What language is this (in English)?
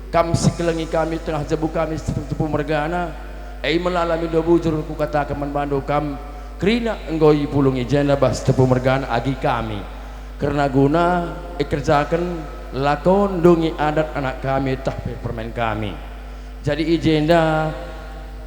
Batak Karo